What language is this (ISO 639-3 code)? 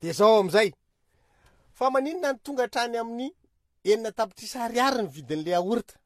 mlg